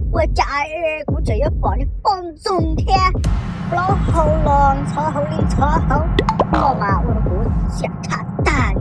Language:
Hmong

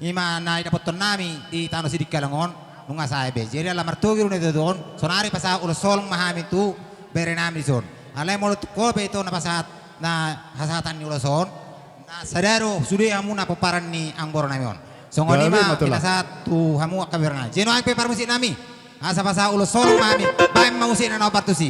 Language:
Batak Toba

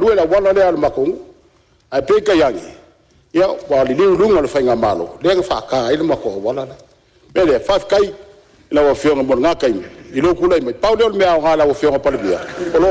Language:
Samoan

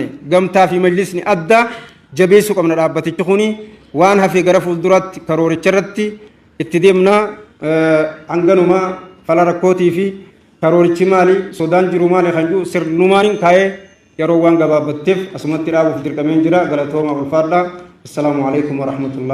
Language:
Oromo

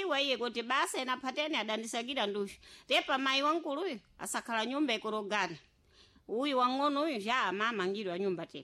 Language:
Sena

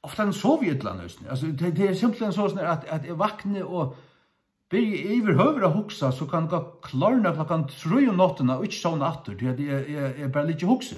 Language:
Faroese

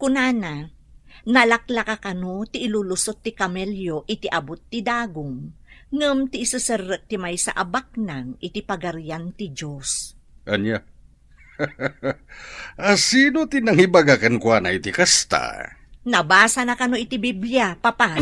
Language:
Iloko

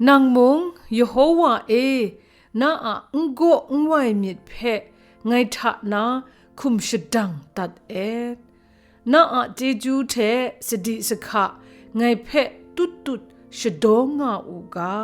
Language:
Kachin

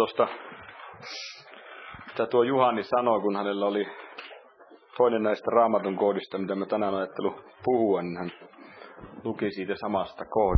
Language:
Finnish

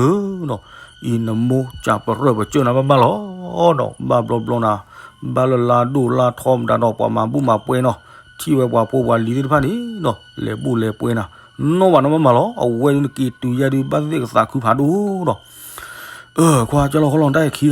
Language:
S'gaw Karen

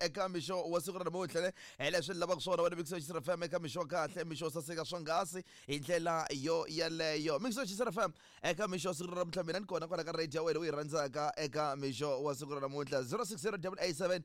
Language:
Tsonga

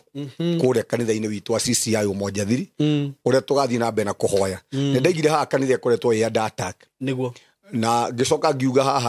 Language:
Kikuyu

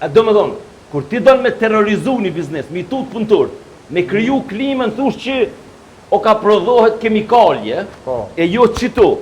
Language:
Albanian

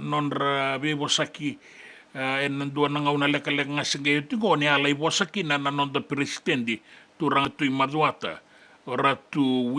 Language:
Fijian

